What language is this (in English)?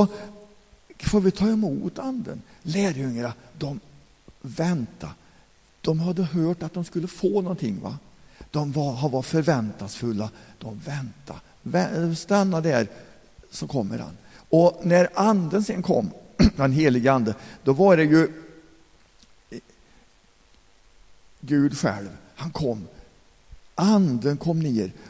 Swedish